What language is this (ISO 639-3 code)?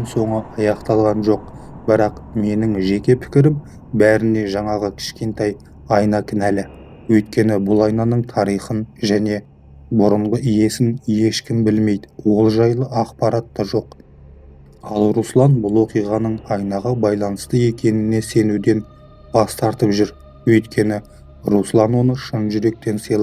kaz